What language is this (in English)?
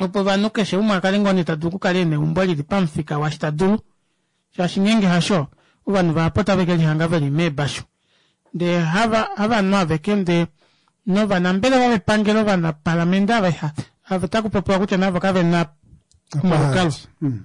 Kuanyama